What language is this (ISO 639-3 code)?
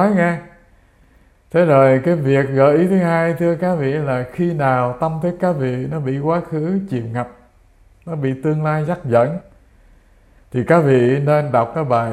vie